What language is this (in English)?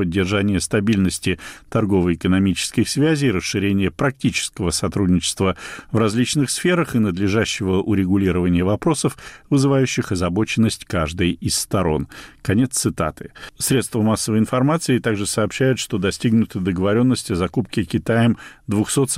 Russian